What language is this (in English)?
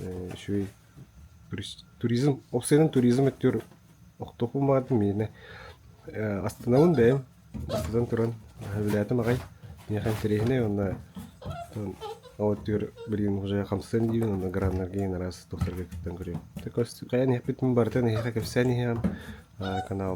Yakut